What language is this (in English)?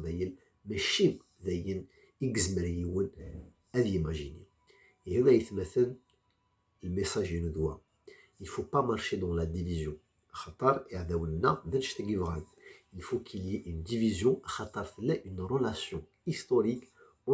Kabyle